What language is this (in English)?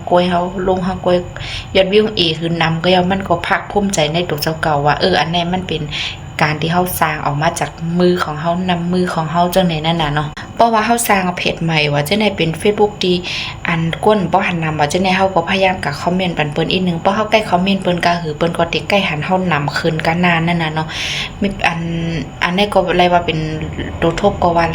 Shan